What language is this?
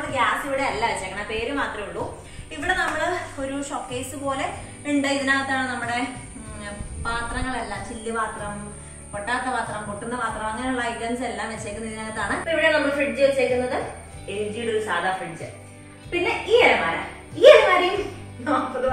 Malayalam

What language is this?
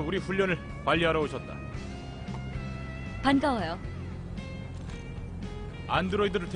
Korean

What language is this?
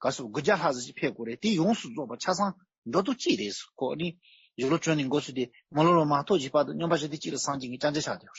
Tibetan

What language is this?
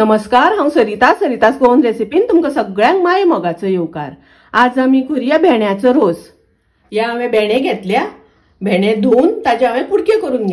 Konkani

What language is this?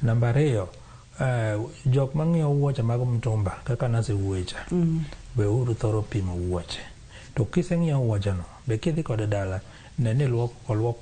Luo (Kenya and Tanzania)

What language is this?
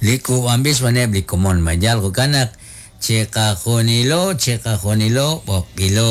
Kekchí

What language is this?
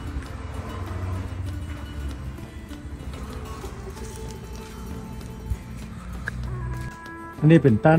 Thai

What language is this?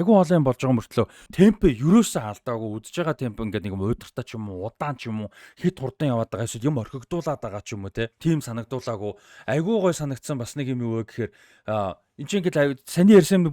Mongolian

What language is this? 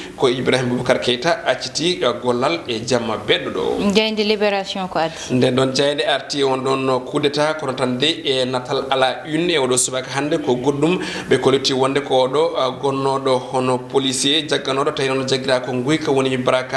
Fula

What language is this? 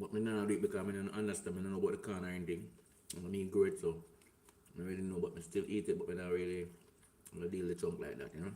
Jamaican Creole English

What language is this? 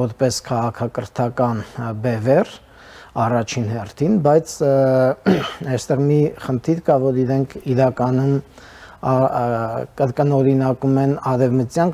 Armenian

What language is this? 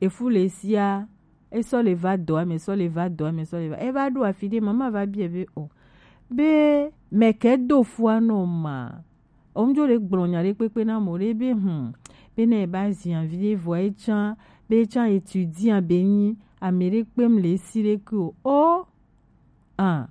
Gen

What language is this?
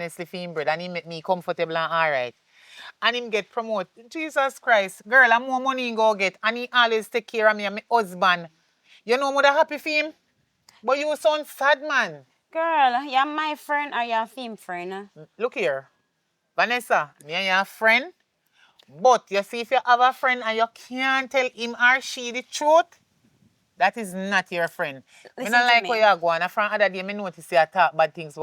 Jamaican Creole English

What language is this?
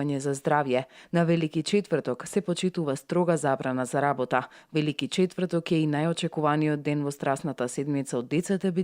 Macedonian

